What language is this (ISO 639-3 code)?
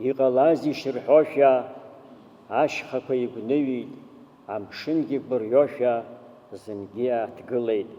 abk